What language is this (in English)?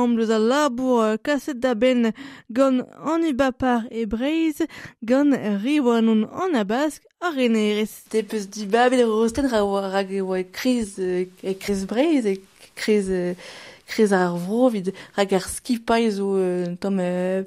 Breton